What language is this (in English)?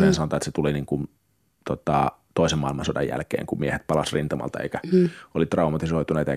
Finnish